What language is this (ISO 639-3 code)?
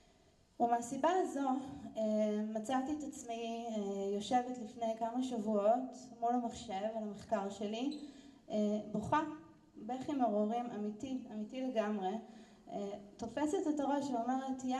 heb